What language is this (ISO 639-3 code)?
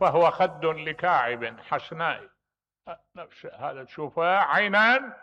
acm